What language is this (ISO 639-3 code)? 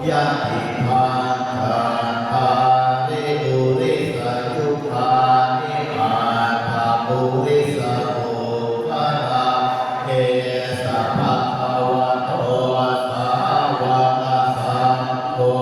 pli